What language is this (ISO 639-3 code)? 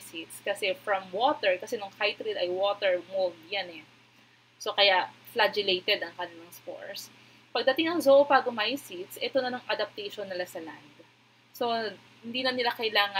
fil